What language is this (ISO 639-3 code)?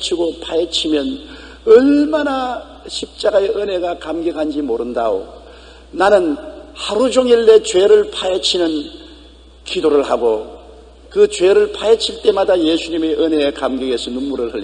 kor